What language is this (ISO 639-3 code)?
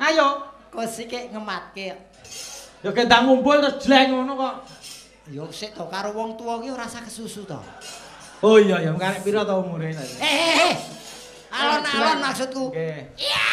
jav